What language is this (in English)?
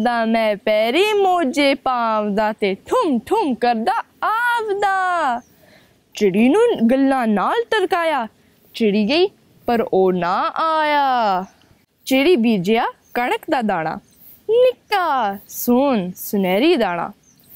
Punjabi